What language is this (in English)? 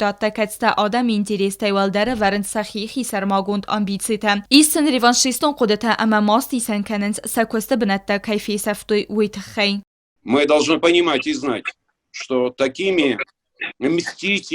Ossetic